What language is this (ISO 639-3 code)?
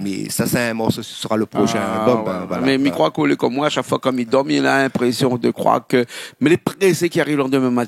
rcf